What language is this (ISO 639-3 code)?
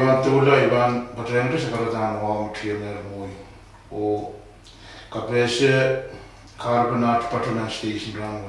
pon